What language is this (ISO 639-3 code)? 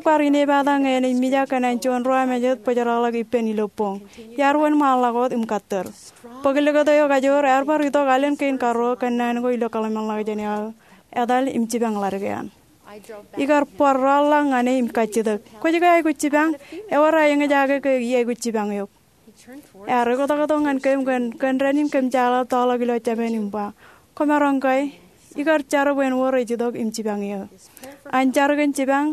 mah